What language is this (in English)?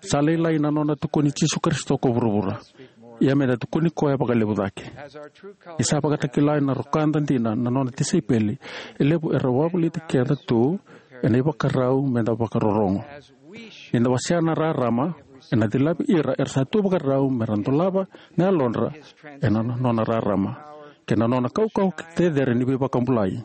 Fijian